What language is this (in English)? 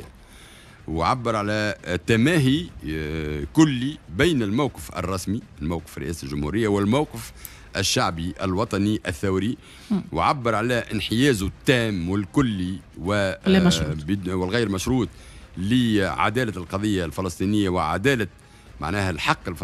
Tunisian Arabic